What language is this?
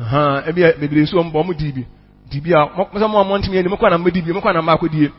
Akan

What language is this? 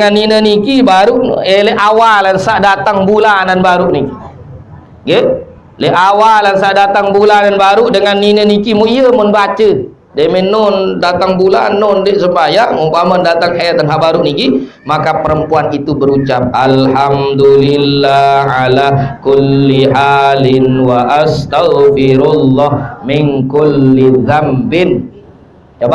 Sasak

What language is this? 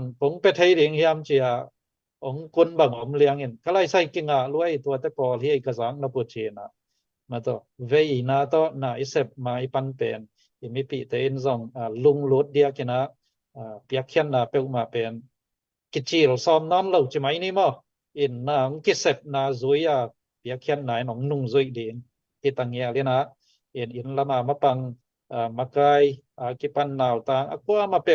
Tedim Chin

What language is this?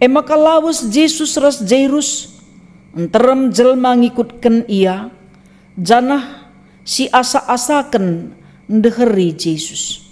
Batak Karo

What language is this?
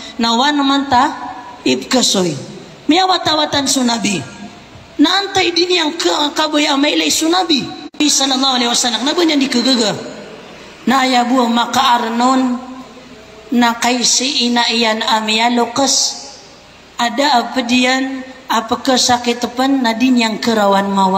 Maranao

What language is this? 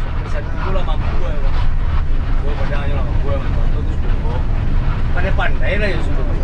Minangkabau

